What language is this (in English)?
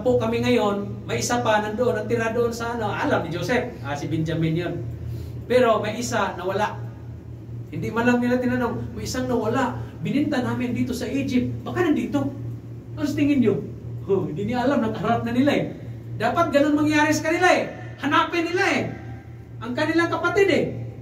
Filipino